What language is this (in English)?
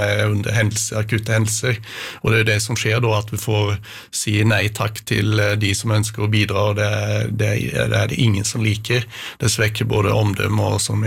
Norwegian